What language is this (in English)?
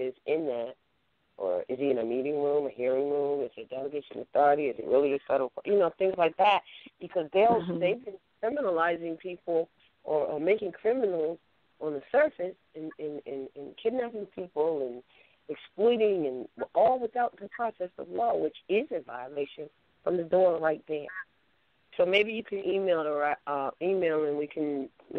English